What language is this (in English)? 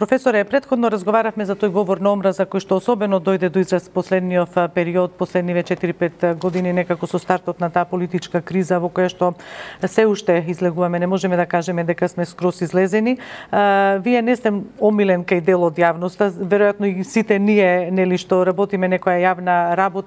Macedonian